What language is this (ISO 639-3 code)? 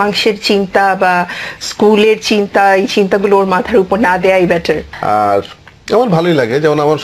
ben